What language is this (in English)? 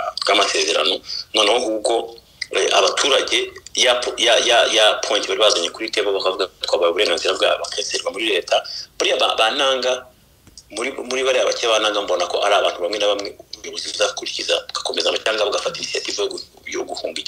Kinyarwanda